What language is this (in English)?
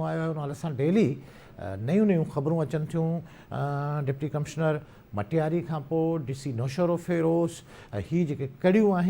Sindhi